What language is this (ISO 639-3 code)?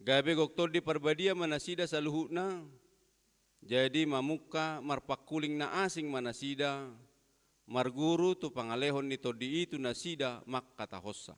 bbc